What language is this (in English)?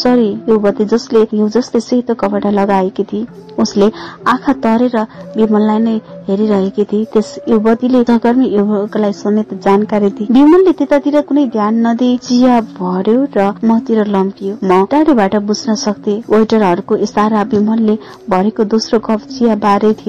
Nepali